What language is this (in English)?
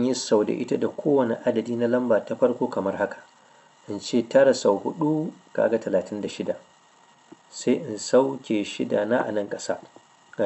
Hausa